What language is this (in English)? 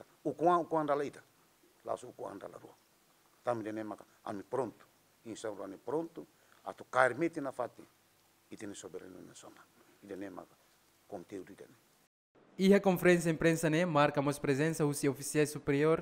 Tetum